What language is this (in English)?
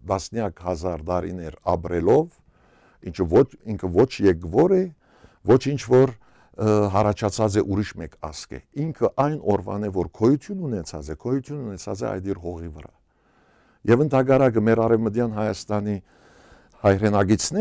Western Armenian